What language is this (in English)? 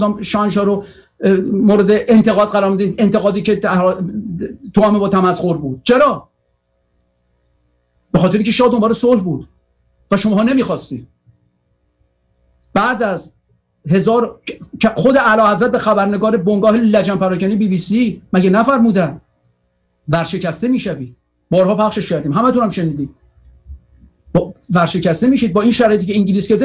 Persian